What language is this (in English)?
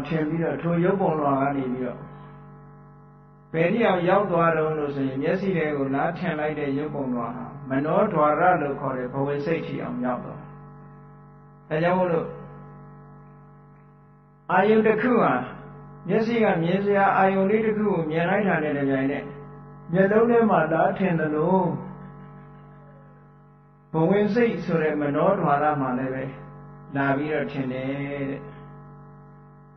Burmese